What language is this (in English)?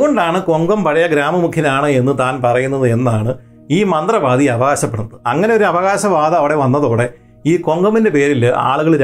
Malayalam